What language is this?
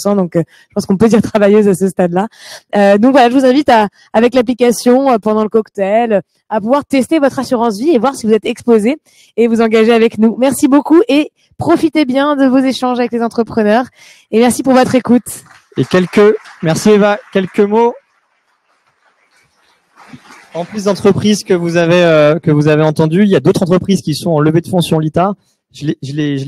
French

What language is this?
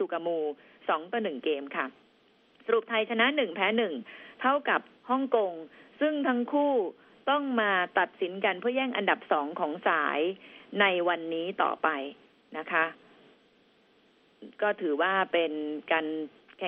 Thai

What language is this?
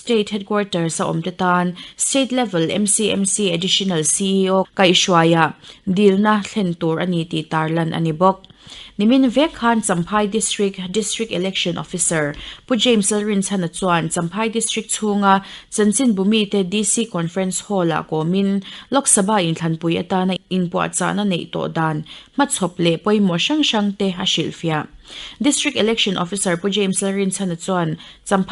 Mizo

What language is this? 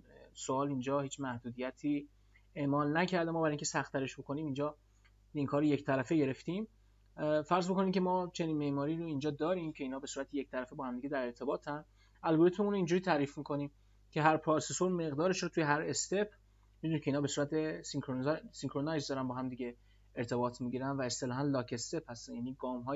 Persian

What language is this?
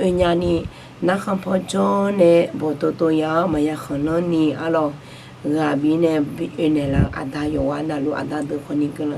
Akha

